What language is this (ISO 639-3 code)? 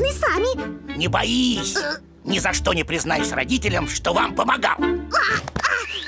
rus